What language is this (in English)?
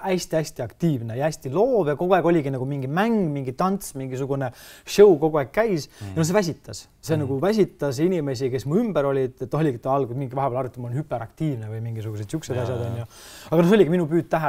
Estonian